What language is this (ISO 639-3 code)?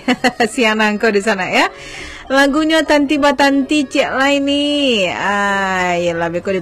min